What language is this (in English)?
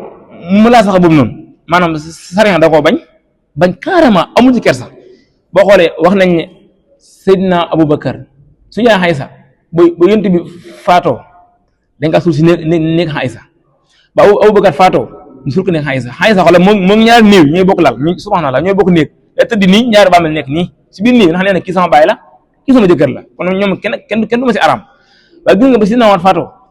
Wolof